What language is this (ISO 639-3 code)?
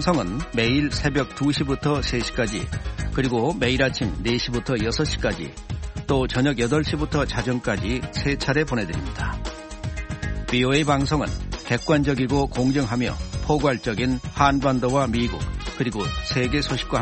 kor